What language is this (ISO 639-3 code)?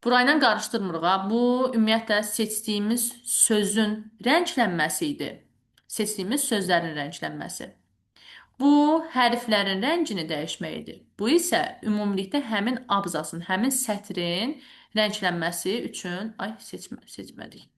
aze